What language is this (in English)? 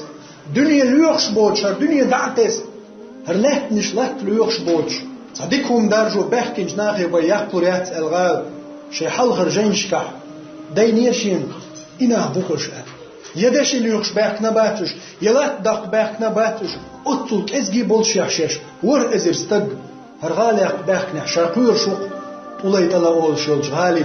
Chechen